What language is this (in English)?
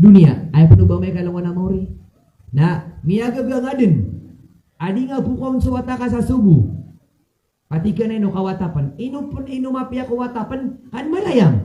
Maranao